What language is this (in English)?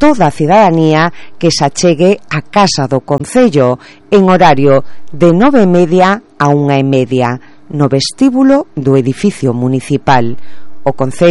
Galician